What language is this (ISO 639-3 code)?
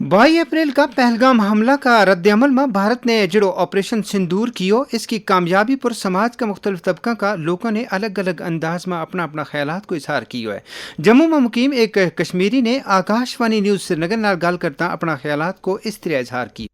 gju